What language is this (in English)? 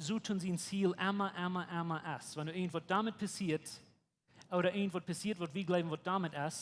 Plautdietsch